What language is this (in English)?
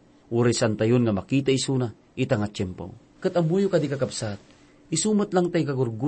Iloko